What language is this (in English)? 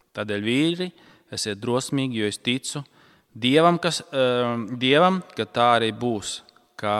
Latvian